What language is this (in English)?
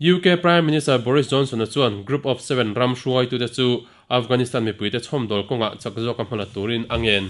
Mizo